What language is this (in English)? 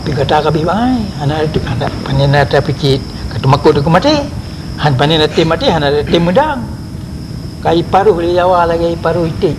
Achinese